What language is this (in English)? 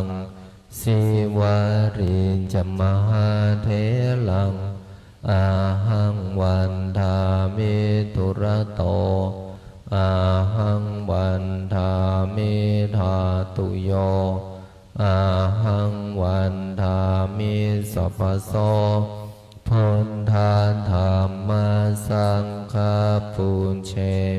Pali